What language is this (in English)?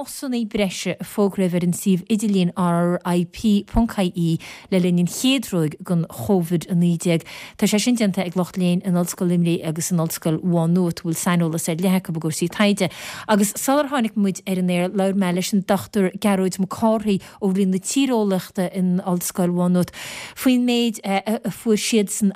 Irish